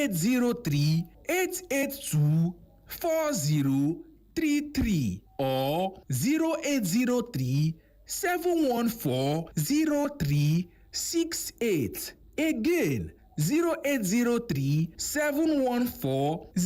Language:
Igbo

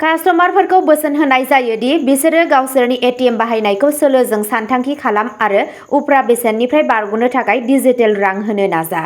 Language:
Bodo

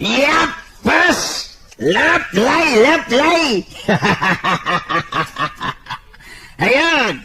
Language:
Sundanese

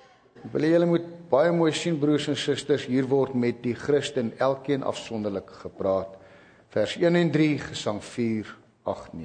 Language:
Afrikaans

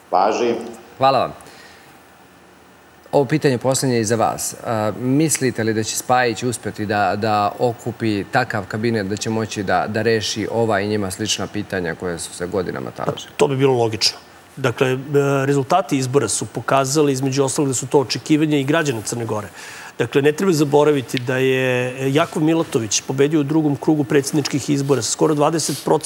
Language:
Serbian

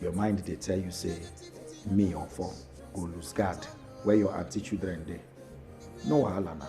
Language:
Nigerian Pidgin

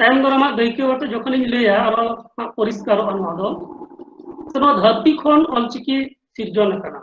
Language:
Santali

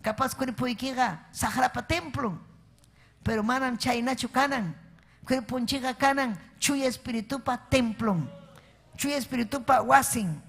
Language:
Ayacucho Quechua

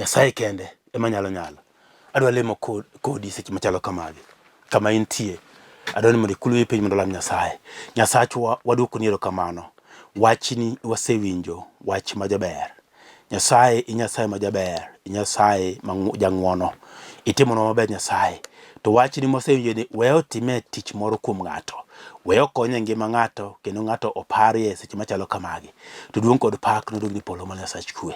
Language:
Luo (Kenya and Tanzania)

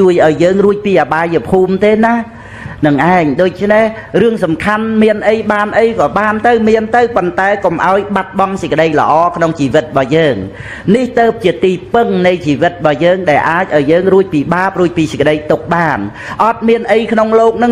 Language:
Khmer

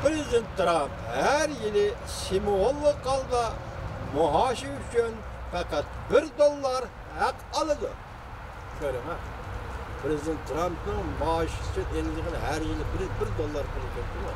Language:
Uyghur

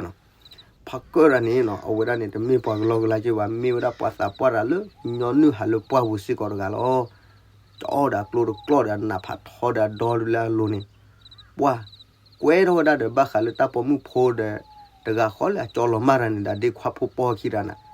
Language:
S'gaw Karen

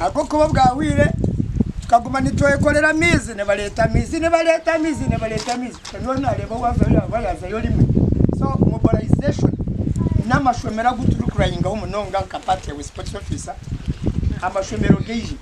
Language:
Nyankole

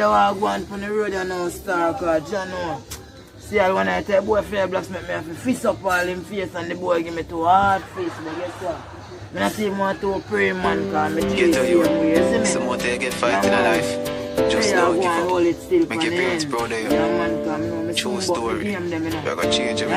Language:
Jamaican Creole English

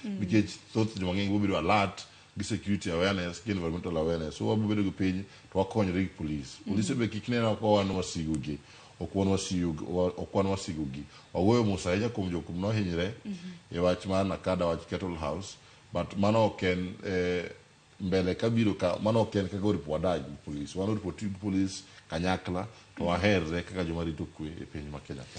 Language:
Luo (Kenya and Tanzania)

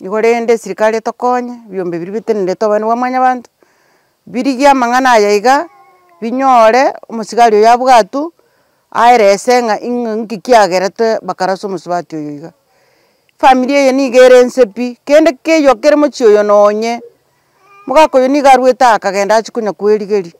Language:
Gusii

